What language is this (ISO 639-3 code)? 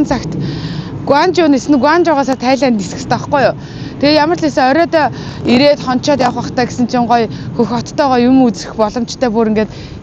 mon